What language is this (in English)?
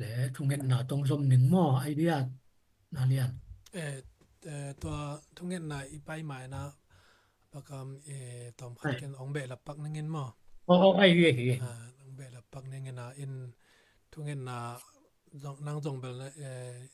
Tedim Chin